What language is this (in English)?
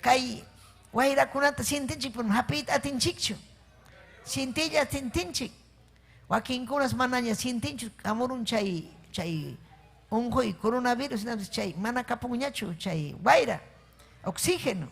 Ayacucho Quechua